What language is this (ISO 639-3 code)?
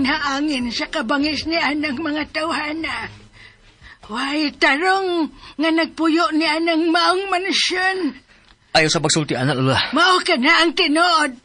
ceb